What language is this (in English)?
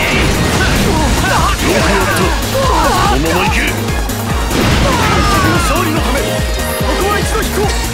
Japanese